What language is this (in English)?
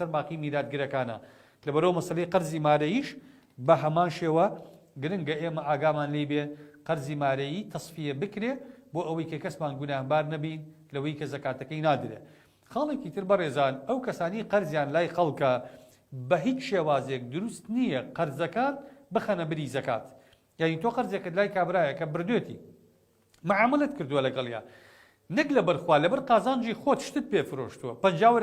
Central Kurdish